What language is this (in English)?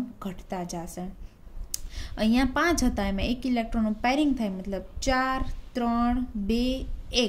Gujarati